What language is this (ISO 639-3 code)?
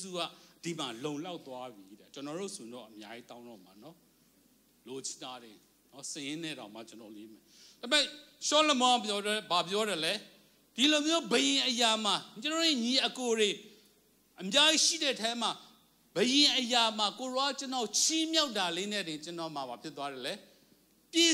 mya